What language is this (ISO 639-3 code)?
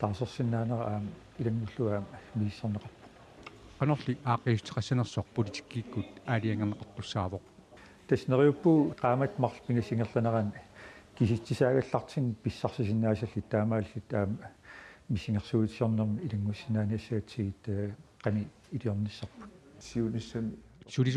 kal